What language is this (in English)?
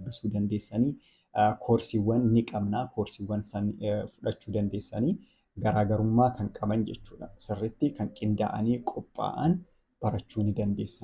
Oromo